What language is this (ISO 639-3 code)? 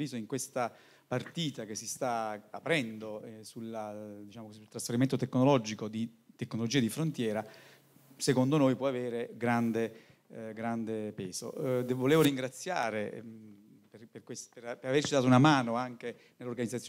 ita